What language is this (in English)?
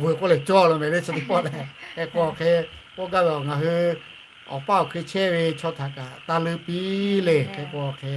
Lahu